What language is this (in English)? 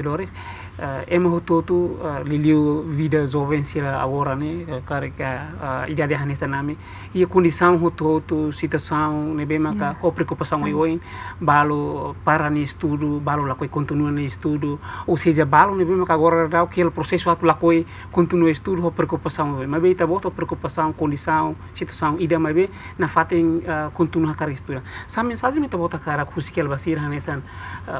Tetum